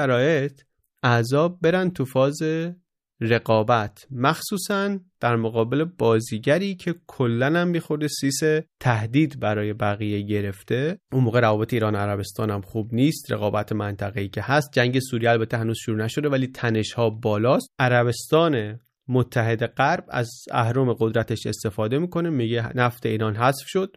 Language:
Persian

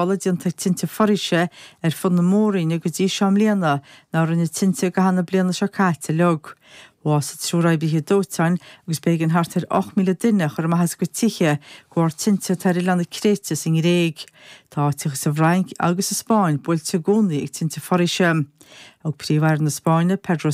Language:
Irish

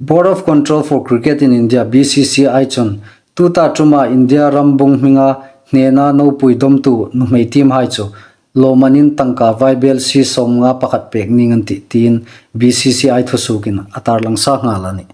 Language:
Hmar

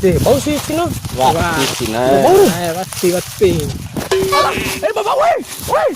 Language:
Bima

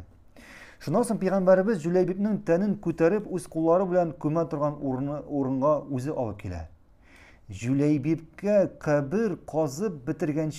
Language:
Tatar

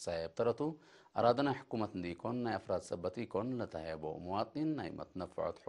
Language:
Tigre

